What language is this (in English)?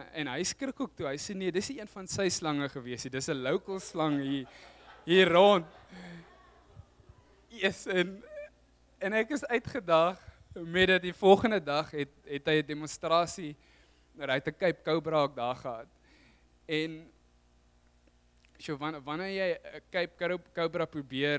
Afrikaans